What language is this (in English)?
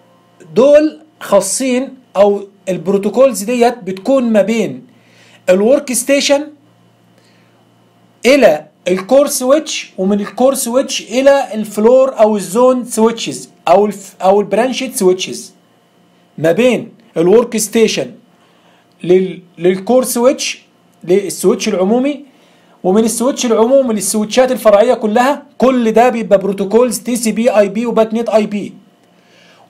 Egyptian Arabic